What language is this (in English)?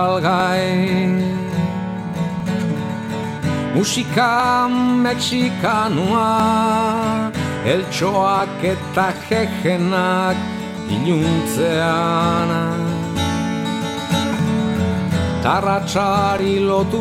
Basque